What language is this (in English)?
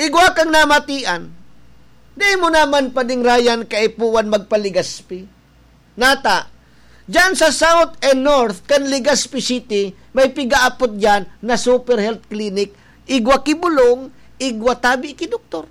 Bikol